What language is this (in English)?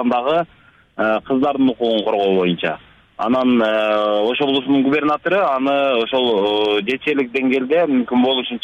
Kyrgyz